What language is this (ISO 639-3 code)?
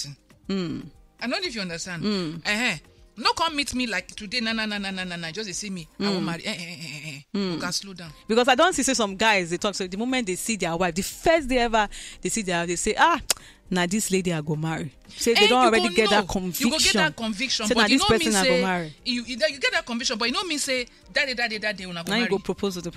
pcm